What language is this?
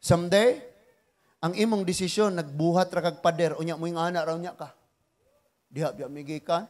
Cebuano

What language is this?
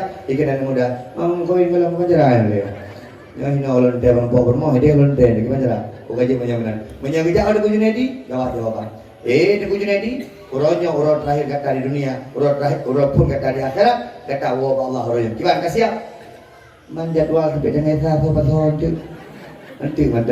Achinese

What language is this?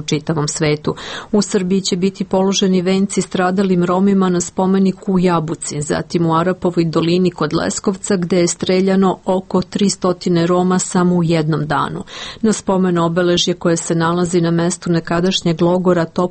Serbian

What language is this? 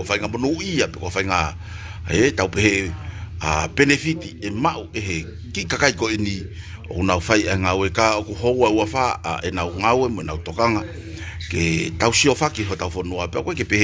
Tongan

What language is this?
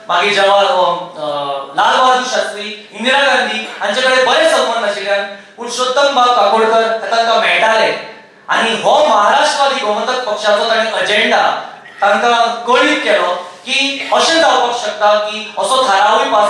Konkani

